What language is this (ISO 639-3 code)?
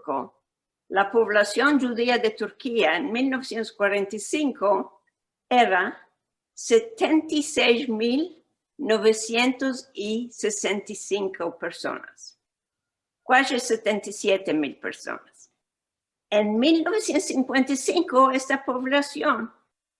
lad